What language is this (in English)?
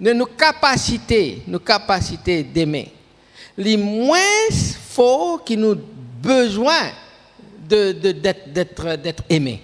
Morisyen